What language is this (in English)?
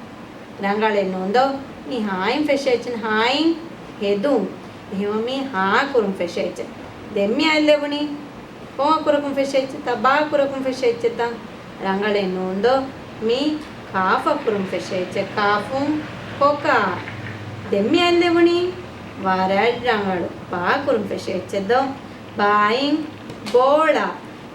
Divehi